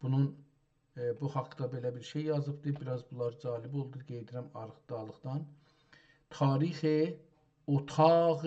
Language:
South Azerbaijani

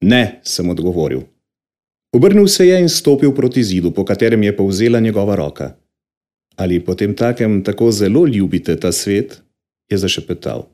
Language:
Slovenian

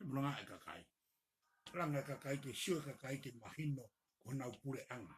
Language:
Tongan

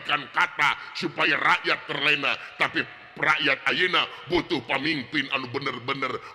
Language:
Sundanese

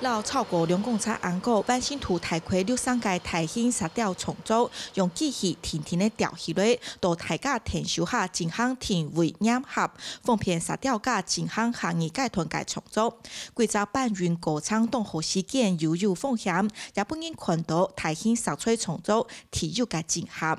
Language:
Hakka Chinese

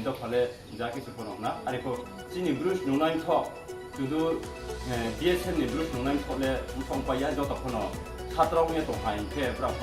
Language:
Riang (India)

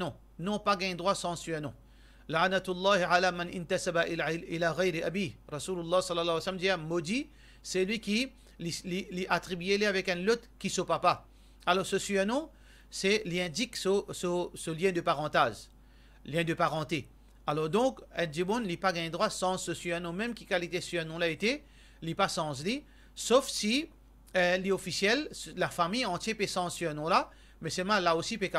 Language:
Morisyen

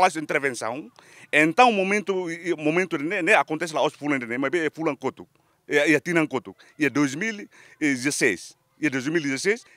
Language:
Tetum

